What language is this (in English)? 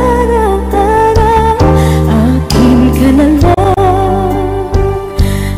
Filipino